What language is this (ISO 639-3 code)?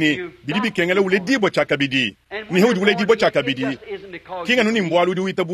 lua